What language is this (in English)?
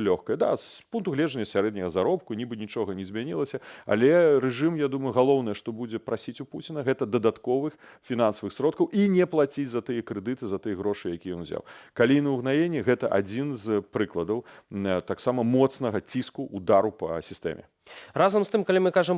Belarusian